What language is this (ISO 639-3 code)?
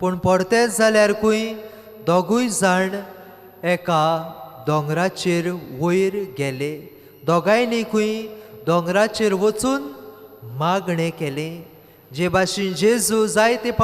kok